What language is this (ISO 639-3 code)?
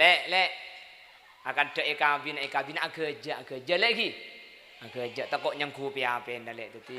mad